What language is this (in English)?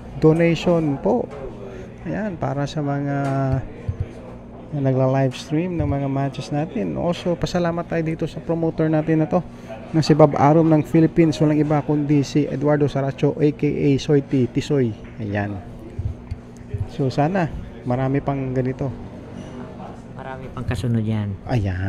Filipino